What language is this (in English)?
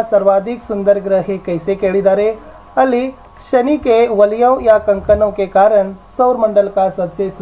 Kannada